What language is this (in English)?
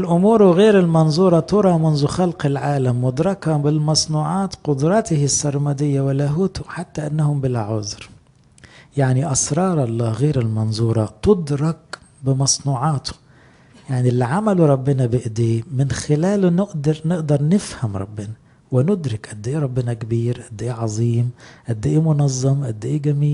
Egyptian Arabic